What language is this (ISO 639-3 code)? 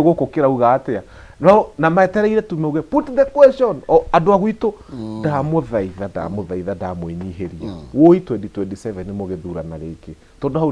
kik